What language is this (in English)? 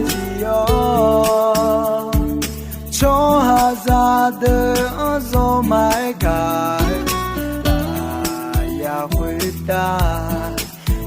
Akha